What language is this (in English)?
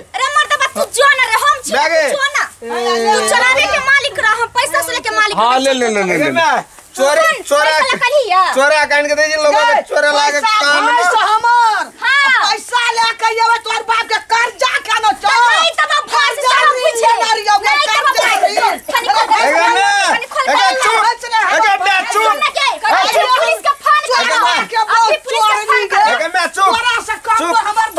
Maithili